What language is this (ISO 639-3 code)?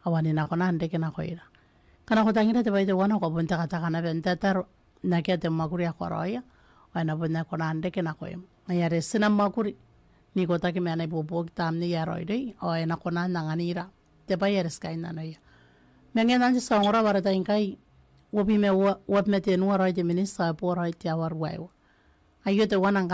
gil